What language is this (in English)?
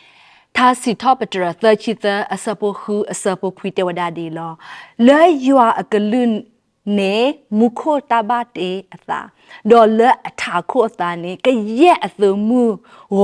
S'gaw Karen